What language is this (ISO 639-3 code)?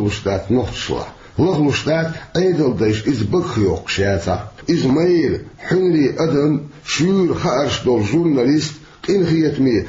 che